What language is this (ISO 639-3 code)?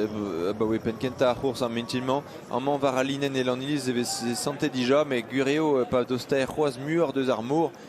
bre